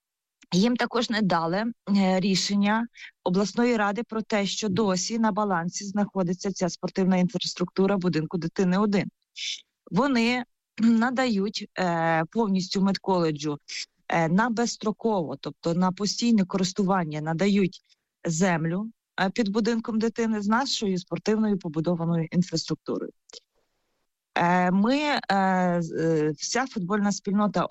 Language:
Ukrainian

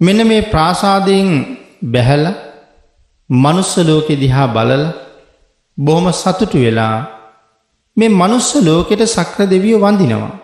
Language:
Sinhala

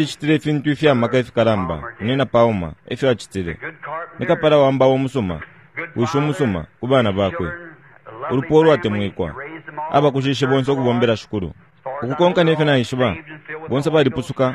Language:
Bemba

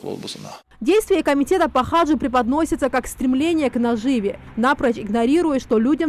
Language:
Ingush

